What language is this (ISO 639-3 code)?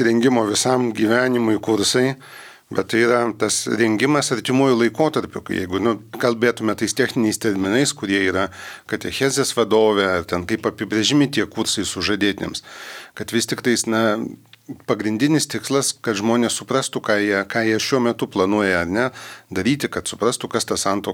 lit